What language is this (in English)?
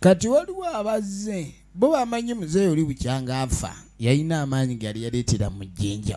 Ganda